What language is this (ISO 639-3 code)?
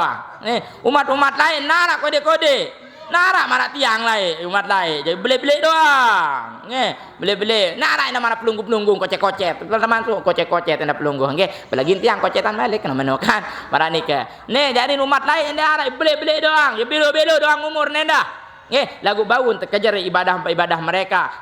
sas